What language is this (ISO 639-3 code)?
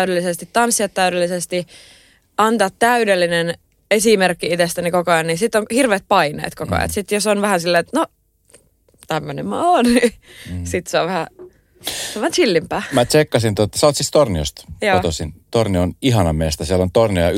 fin